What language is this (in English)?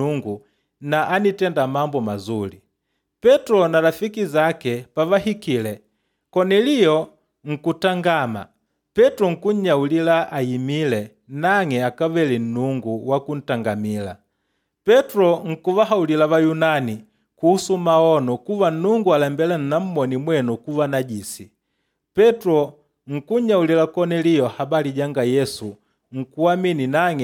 Makonde